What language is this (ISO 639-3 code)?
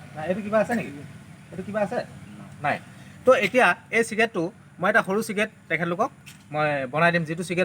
asm